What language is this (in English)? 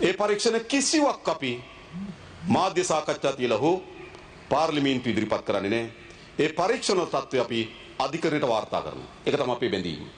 Sinhala